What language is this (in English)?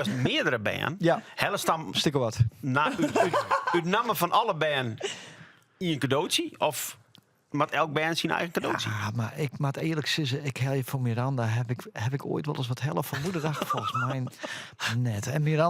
Western Frisian